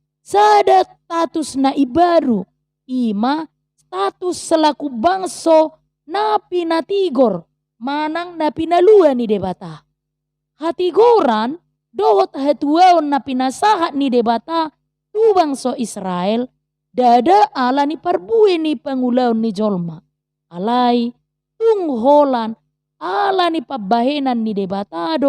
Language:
Batak Toba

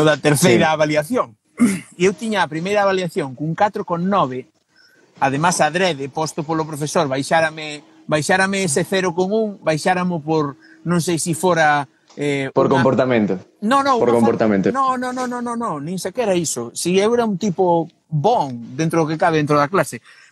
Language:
Galician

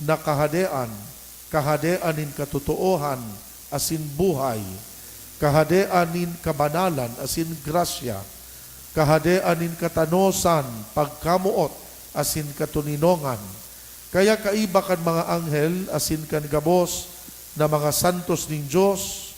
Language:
Bikol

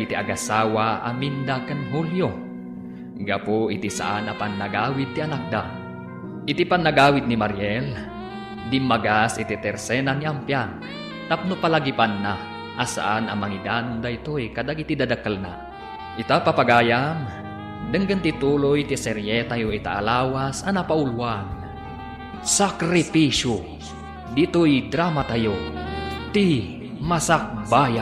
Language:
Iloko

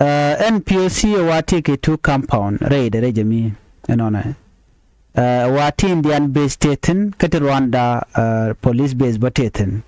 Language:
Nuer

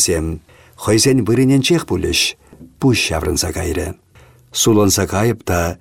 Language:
Chuvash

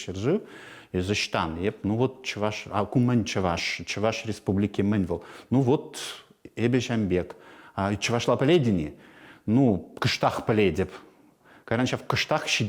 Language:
Chuvash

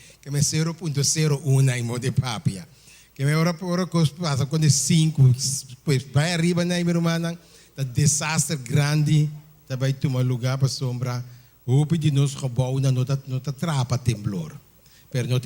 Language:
Papiamento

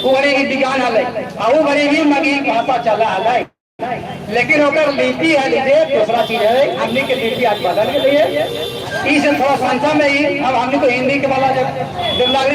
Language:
Magahi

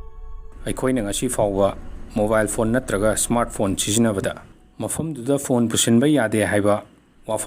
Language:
Manipuri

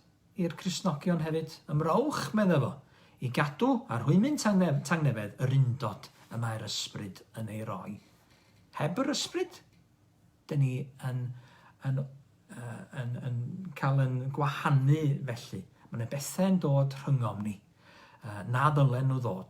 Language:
Welsh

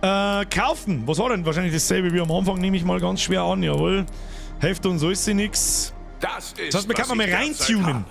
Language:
Bavarian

